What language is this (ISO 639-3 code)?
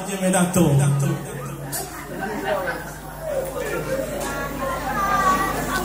slk